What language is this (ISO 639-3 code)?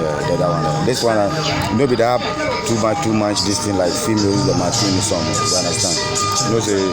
jam